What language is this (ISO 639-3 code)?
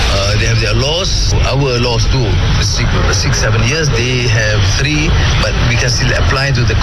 msa